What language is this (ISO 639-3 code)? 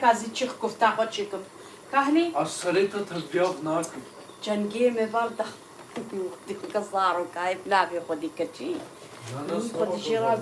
kur